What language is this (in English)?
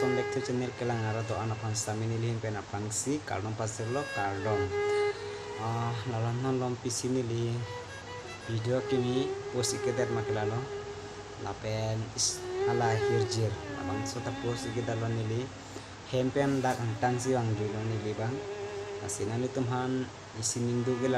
Karbi